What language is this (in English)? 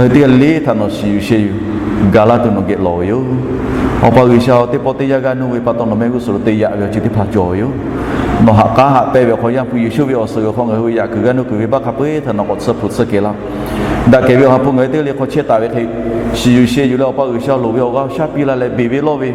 Lahu